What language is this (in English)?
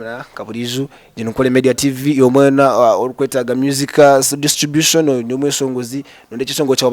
Nyankole